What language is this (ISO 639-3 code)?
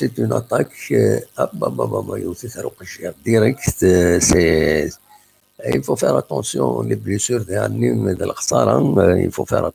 kab